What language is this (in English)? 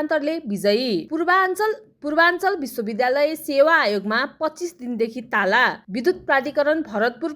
Nepali